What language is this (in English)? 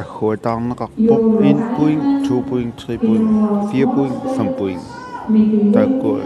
Kalaallisut